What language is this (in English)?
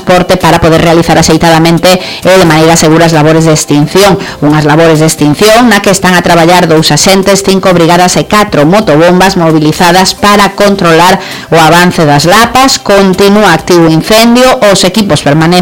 Galician